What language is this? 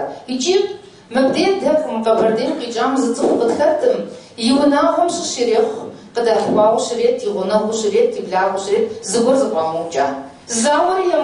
Kabardian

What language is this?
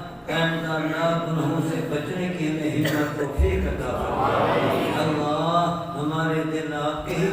Saraiki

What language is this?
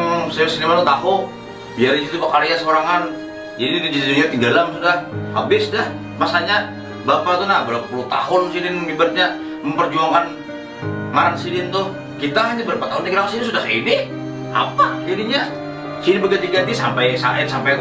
Banjar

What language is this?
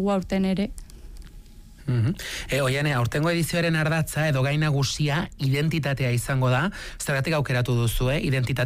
Basque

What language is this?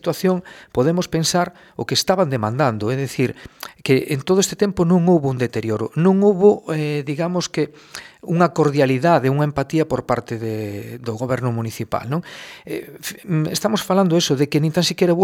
Galician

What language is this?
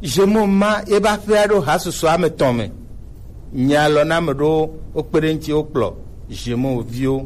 Gen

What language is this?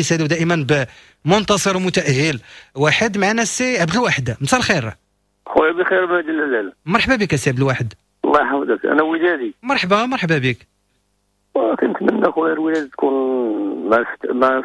Moroccan Arabic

